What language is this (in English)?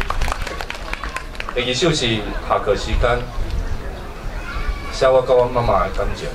Min Nan Chinese